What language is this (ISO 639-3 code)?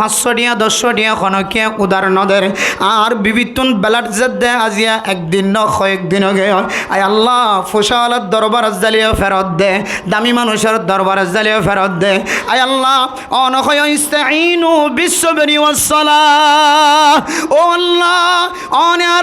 rhg